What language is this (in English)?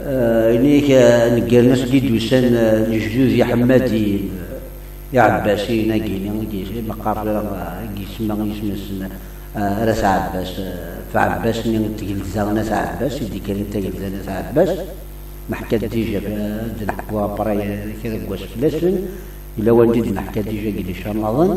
Kabyle